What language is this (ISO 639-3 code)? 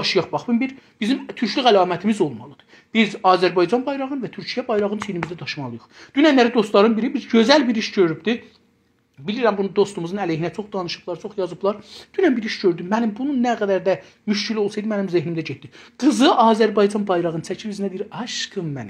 azb